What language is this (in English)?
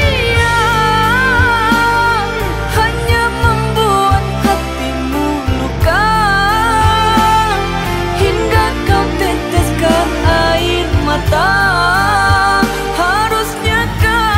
Indonesian